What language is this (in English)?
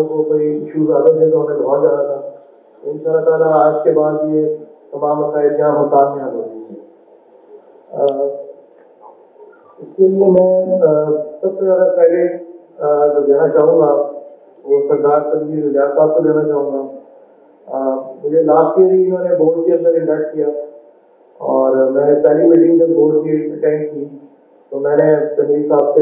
Urdu